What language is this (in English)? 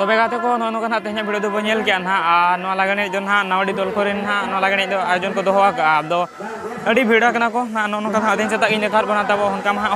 Santali